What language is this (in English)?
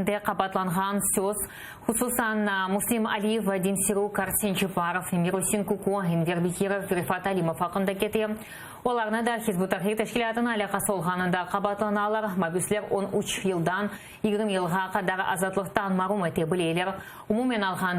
Crimean Tatar